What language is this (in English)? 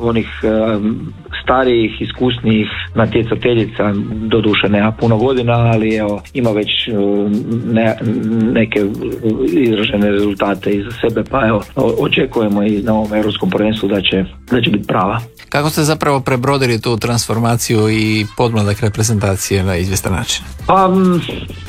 Croatian